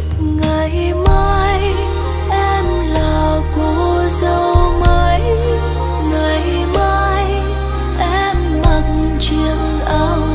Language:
Vietnamese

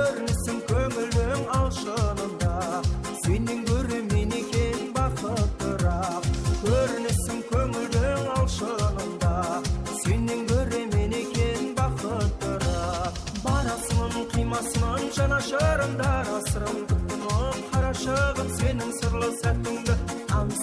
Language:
Kara-Kalpak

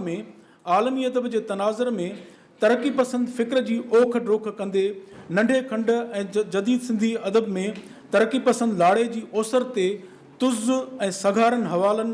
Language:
Sindhi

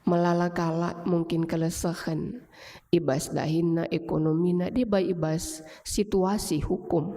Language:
Batak Karo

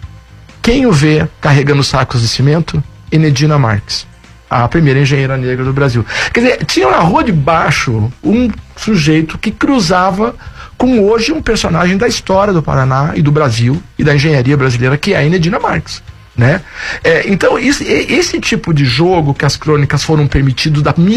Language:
Portuguese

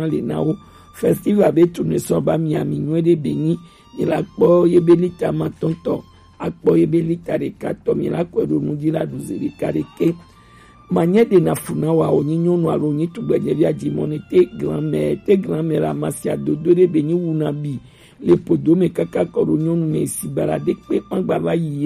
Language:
Gen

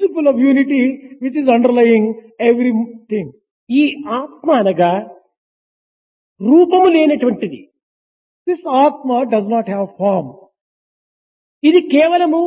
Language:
Telugu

